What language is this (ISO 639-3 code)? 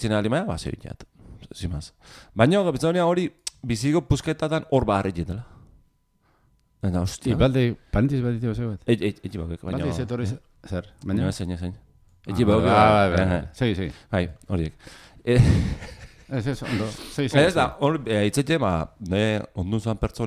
eus